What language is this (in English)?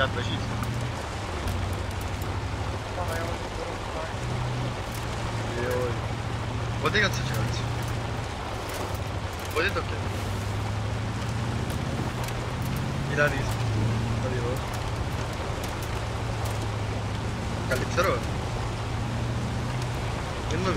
Greek